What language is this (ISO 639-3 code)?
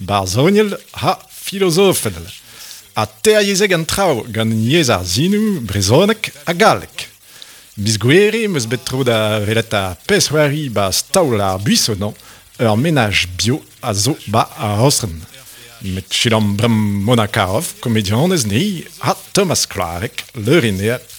bre